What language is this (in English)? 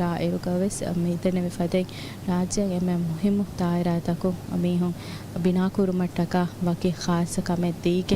Divehi